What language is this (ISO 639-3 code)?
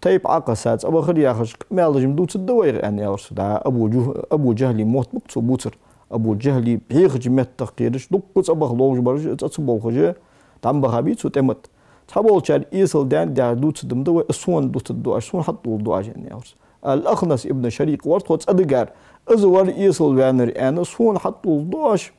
inh